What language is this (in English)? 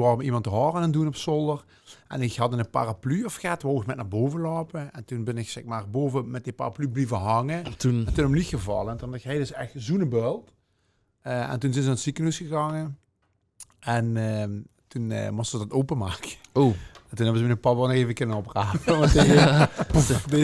Limburgish